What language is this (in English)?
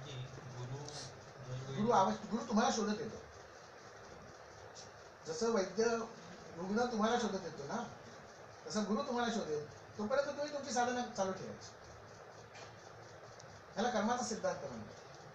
Marathi